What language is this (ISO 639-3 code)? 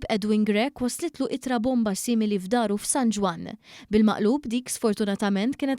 mlt